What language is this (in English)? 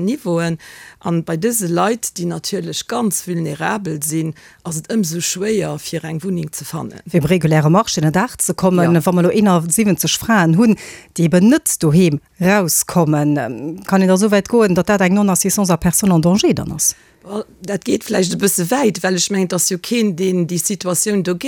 Luxembourgish